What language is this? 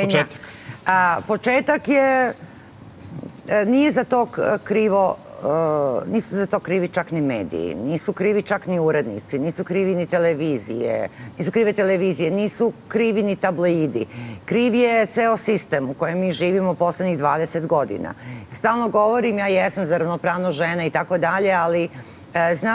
Serbian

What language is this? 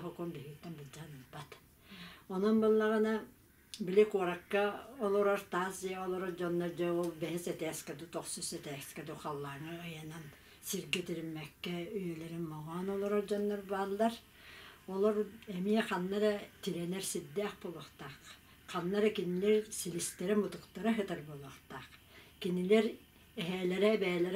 Yakut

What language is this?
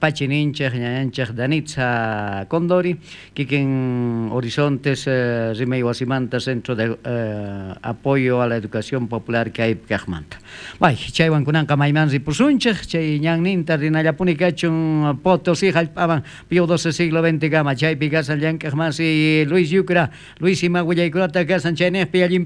South Bolivian Quechua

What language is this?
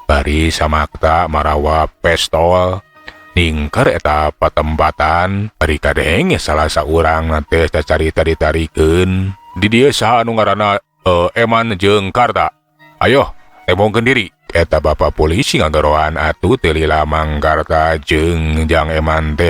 Sundanese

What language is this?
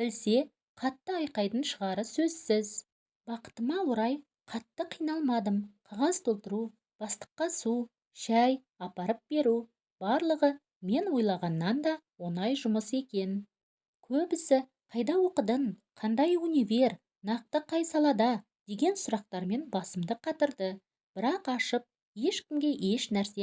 Kazakh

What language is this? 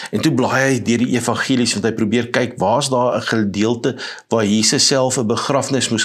Afrikaans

